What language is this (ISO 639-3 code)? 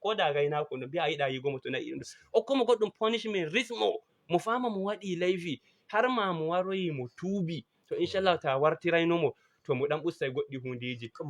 ful